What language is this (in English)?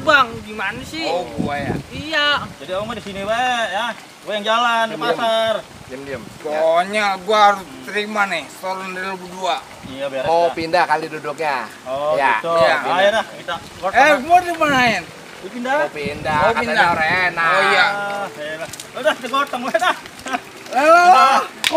Betawi